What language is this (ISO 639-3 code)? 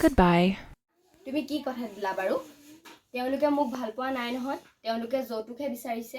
asm